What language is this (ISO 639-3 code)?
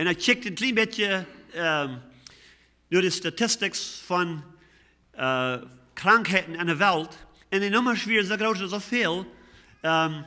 pdt